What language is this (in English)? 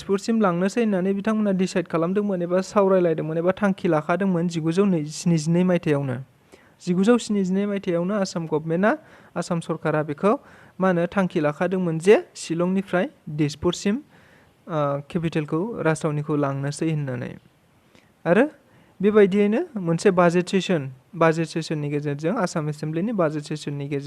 Bodo